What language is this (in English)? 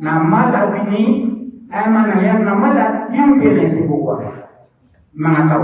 Maranao